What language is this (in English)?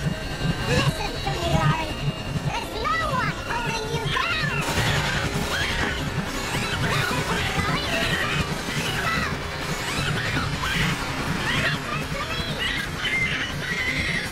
English